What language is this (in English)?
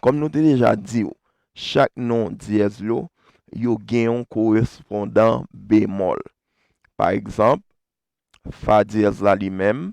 Haitian Creole